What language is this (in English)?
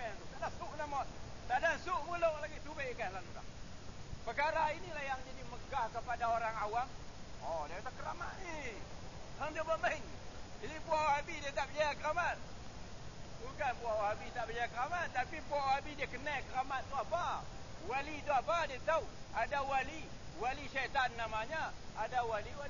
Malay